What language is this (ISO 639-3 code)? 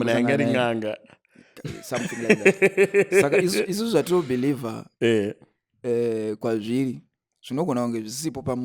sna